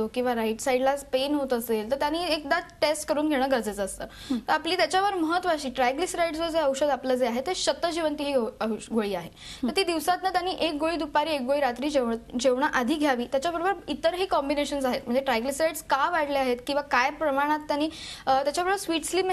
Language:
Marathi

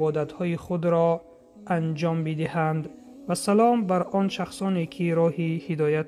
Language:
Tajik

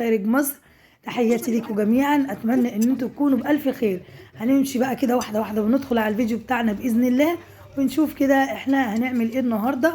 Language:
Egyptian Arabic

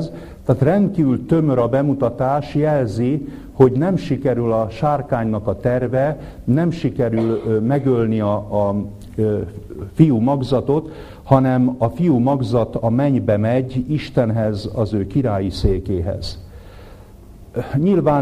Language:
Hungarian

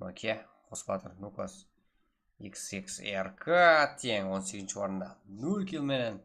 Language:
Kara-Kalpak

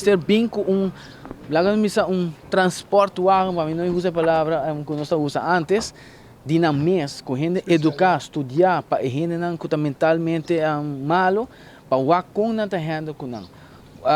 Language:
Papiamento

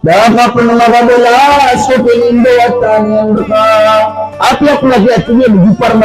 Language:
Maranao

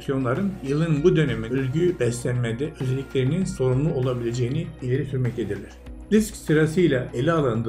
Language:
Turkish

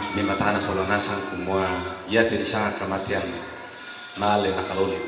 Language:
Toraja-Sa'dan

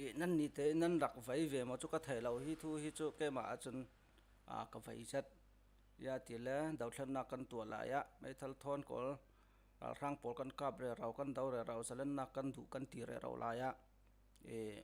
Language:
Falam Chin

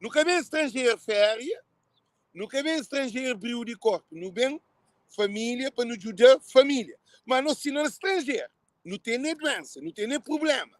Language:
Kabuverdianu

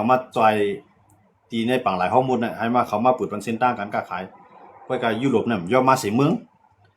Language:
Shan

